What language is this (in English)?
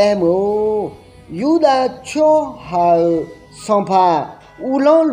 Akha